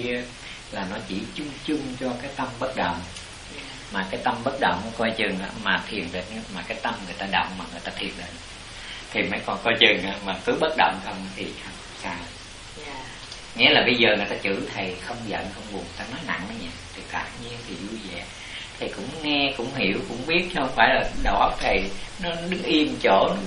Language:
Vietnamese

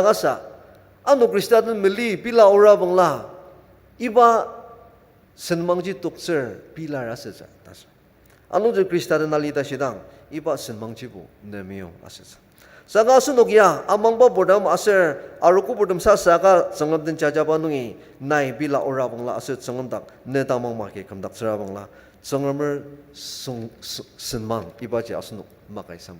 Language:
Ao Naga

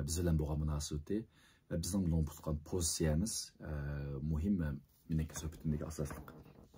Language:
Uyghur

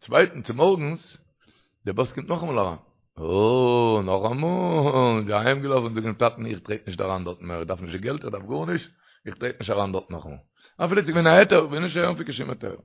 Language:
Yiddish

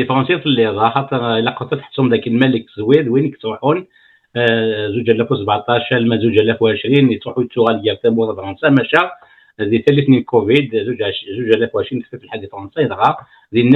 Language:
Kabyle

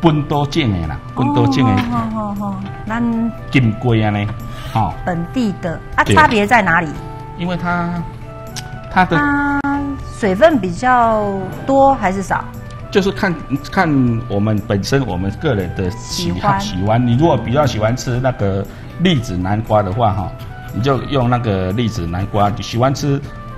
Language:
Chinese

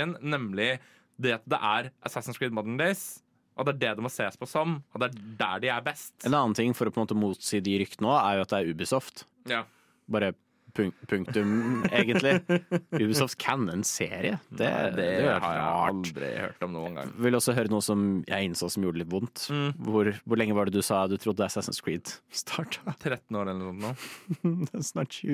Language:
Norwegian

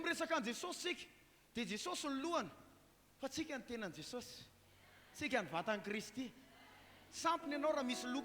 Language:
Malagasy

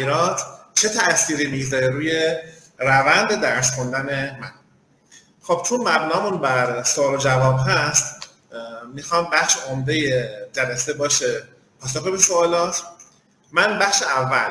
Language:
Persian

